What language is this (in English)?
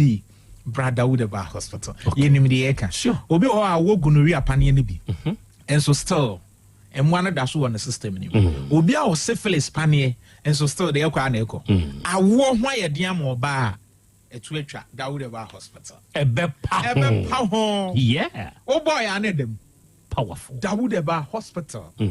Akan